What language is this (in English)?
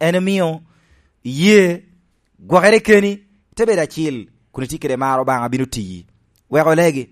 Lango (Uganda)